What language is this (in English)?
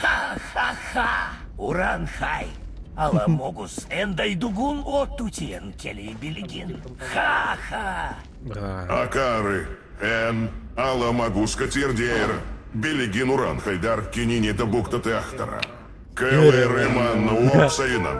Yakut